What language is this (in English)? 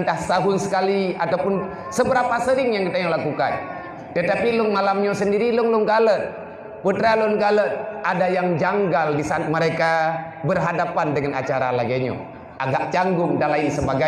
Achinese